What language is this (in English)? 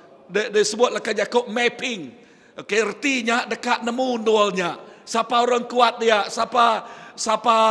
Iban